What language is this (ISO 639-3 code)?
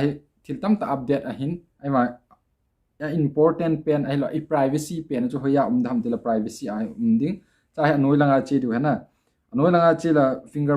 tcz